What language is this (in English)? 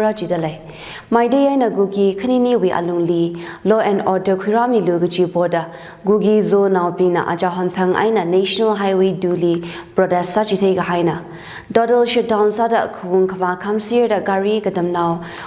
Tangkhul Naga (India)